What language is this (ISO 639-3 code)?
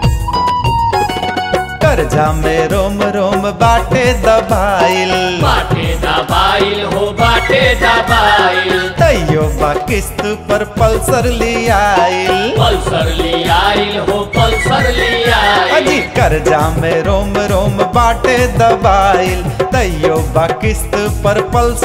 bho